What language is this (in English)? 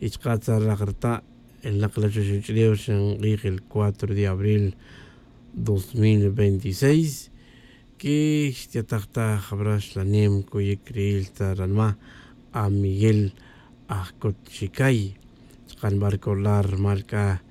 Tz'utujil